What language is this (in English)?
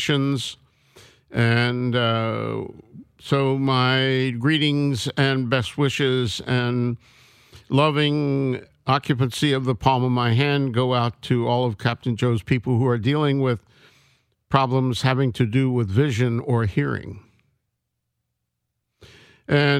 English